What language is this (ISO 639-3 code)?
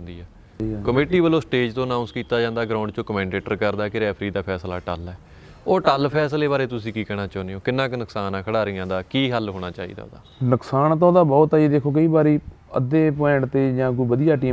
pan